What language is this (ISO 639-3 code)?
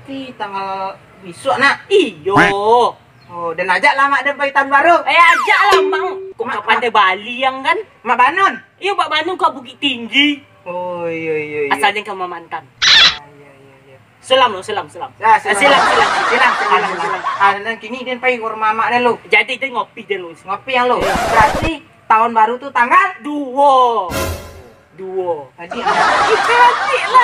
min